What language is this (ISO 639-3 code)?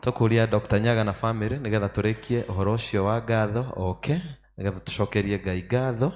kik